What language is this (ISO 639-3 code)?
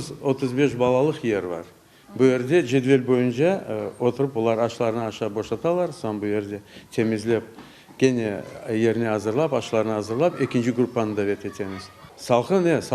crh